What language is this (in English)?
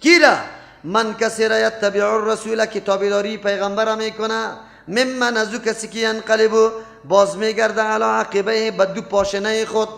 Persian